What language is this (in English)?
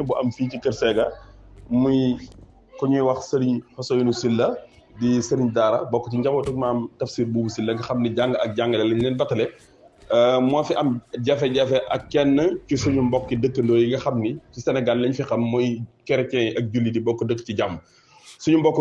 Wolof